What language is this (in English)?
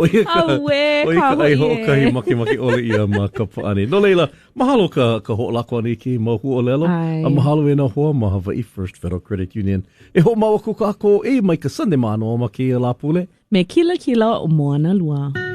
Hawaiian